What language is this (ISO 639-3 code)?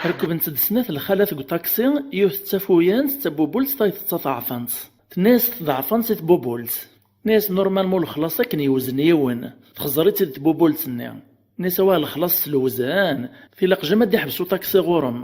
kab